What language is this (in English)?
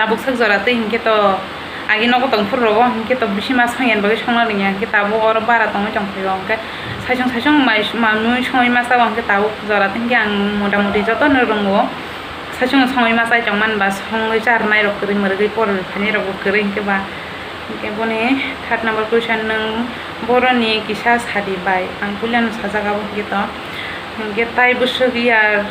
Kok Borok